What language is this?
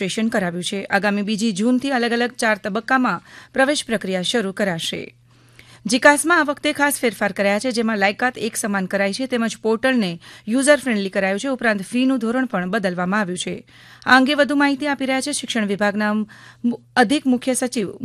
Gujarati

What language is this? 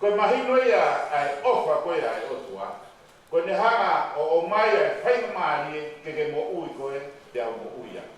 Tongan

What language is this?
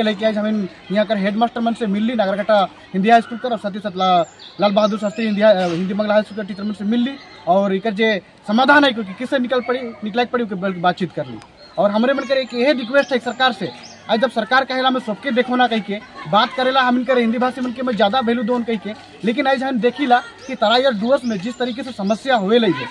Sadri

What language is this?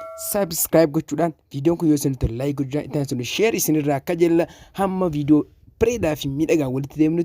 Oromo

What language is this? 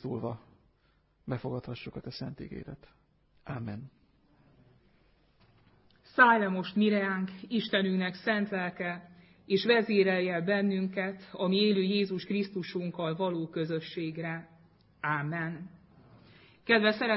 Hungarian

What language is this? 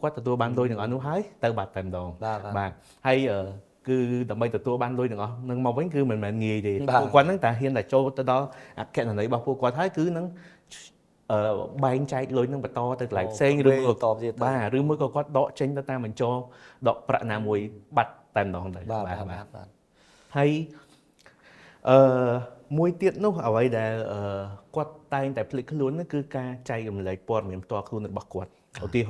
Khmer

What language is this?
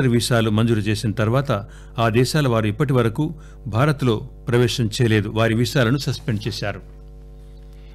Telugu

